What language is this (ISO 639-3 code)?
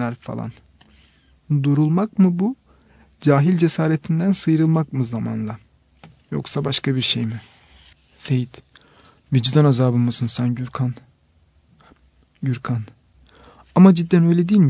tur